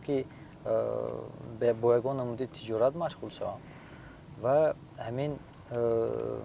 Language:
Tajik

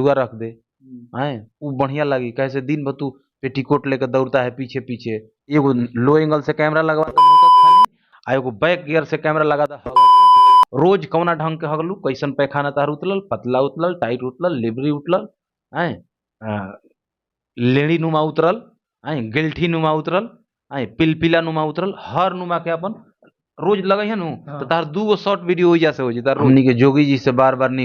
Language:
Bhojpuri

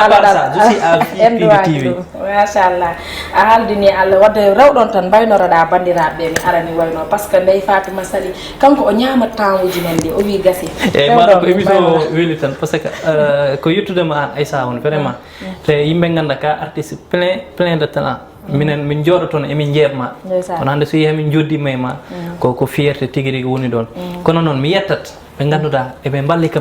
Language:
Fula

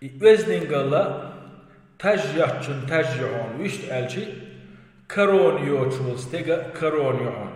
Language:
Chechen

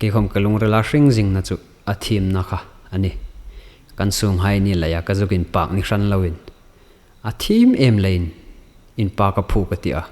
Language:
Hmar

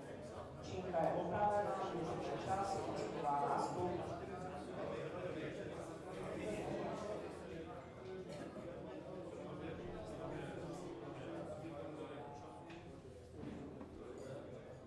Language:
Czech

